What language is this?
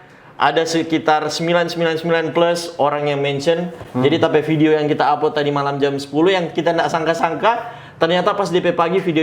Manado Malay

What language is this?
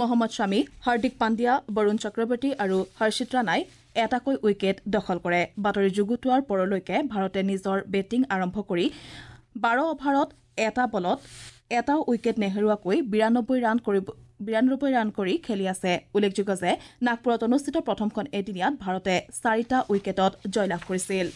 Assamese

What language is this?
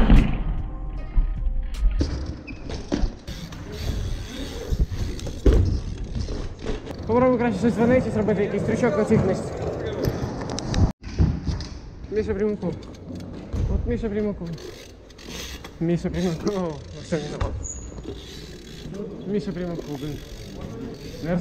Ukrainian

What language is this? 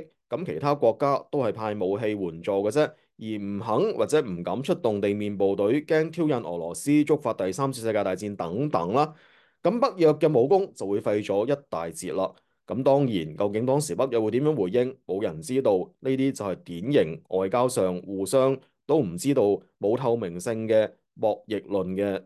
Cantonese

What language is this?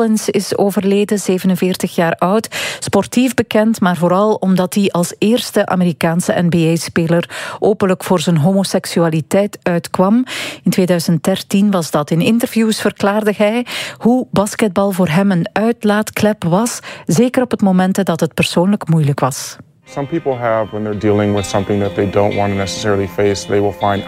Dutch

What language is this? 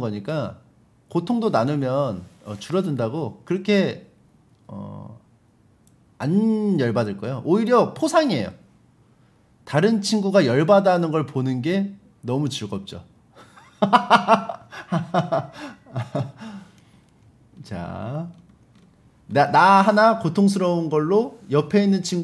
Korean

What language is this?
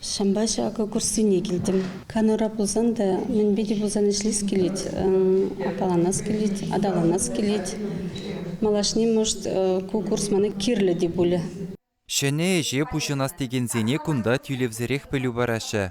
Chuvash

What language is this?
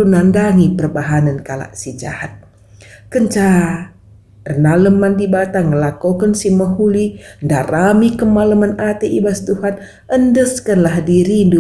Batak Karo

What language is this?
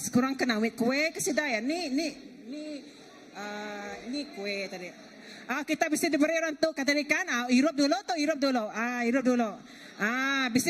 Iban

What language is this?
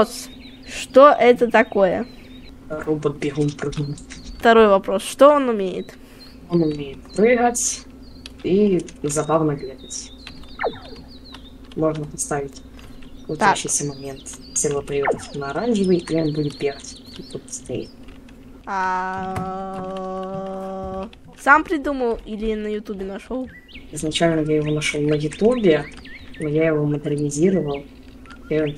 Russian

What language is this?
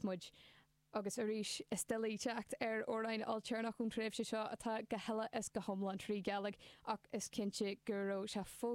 Irish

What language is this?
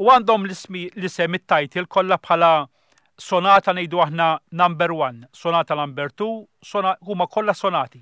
Maltese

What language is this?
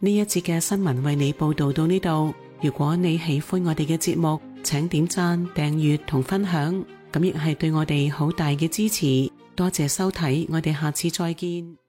Cantonese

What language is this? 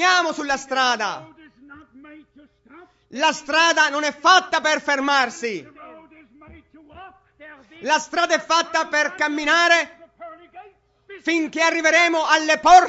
Italian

